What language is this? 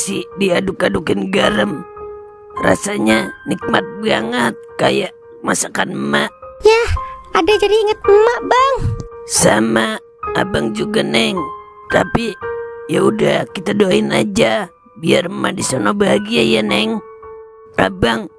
Betawi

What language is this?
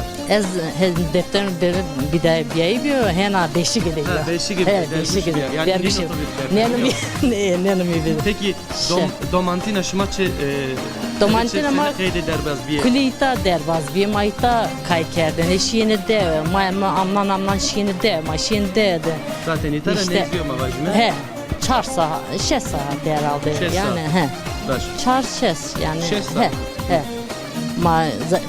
Zaza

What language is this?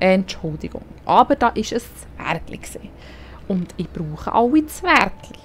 Swiss German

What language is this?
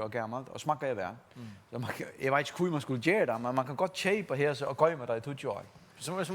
Faroese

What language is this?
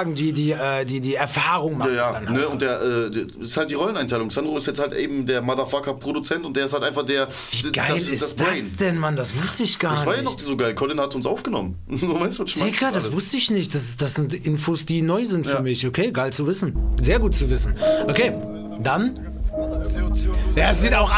German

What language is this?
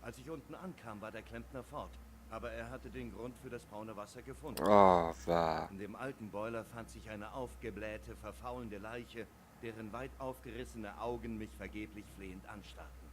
Swiss German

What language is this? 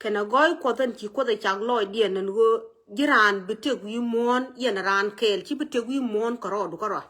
Nuer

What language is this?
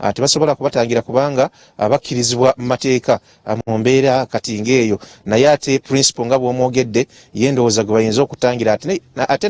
Ganda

